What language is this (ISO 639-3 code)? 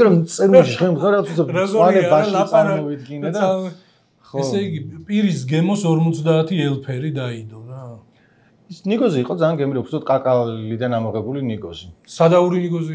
kat